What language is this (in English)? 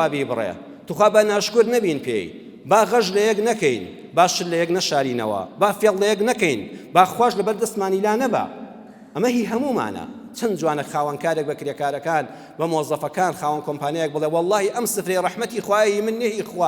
Central Kurdish